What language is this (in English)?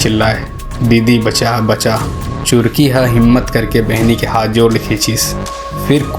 Chhattisgarhi